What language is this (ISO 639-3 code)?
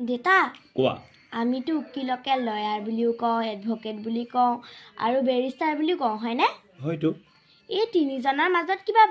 asm